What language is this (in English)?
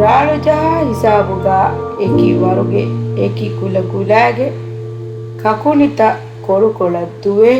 Divehi